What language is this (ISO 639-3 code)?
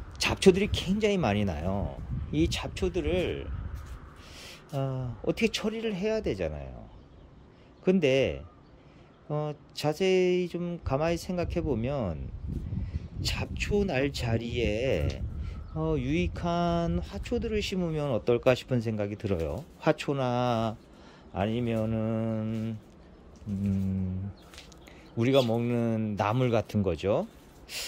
kor